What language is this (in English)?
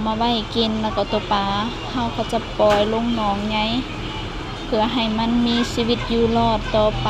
Lao